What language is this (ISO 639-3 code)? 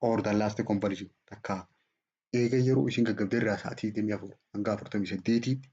orm